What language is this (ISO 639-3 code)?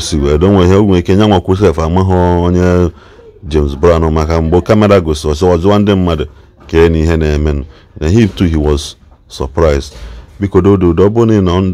ibo